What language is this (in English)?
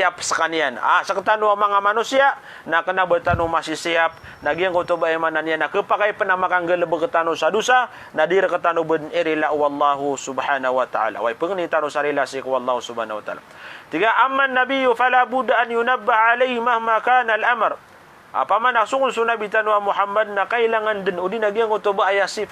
Maranao